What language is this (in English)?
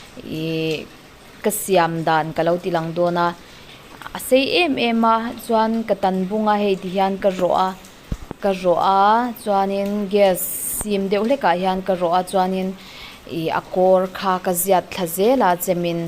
Mizo